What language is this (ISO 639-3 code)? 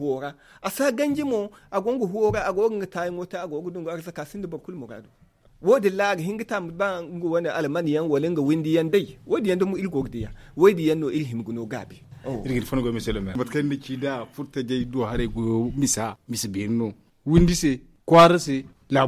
dje